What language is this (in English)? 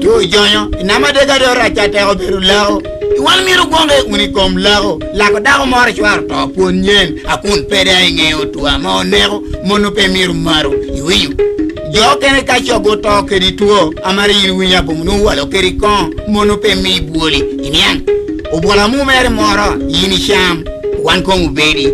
Lango (Uganda)